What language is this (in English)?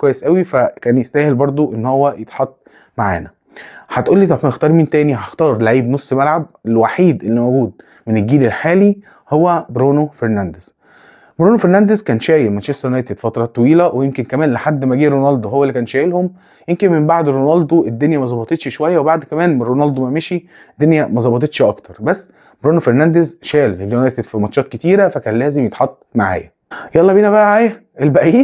Egyptian Arabic